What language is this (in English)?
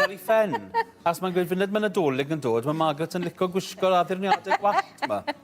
Welsh